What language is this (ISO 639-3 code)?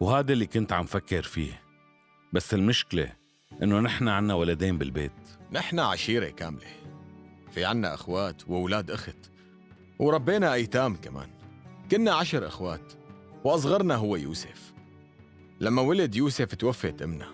apc